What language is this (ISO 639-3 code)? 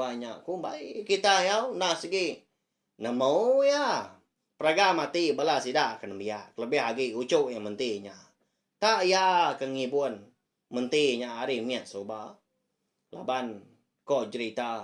iba